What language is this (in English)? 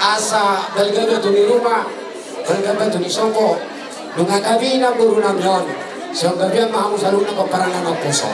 Batak Toba